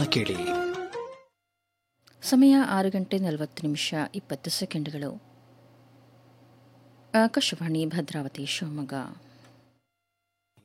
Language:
Kannada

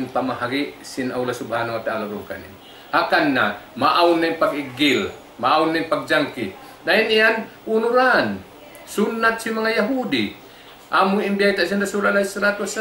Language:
Tausug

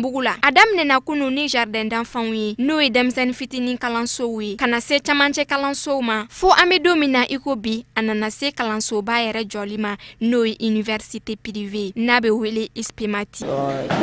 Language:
Bambara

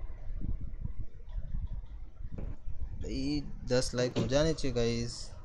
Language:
Hindi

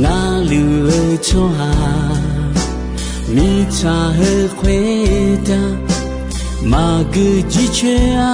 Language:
Akha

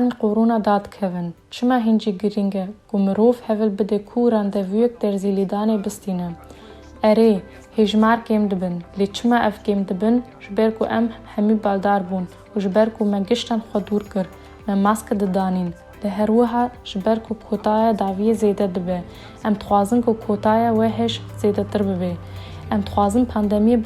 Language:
Kurdish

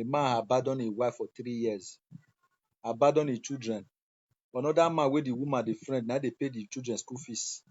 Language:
Nigerian Pidgin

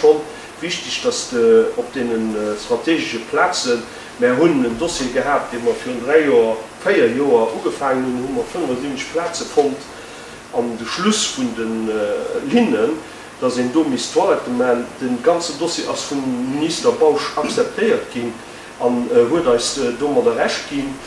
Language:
Luxembourgish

